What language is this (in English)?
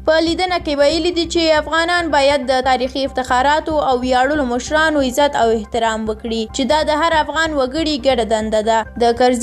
Pashto